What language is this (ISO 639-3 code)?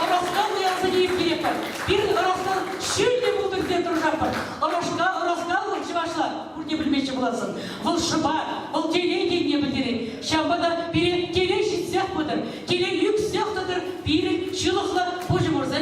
chv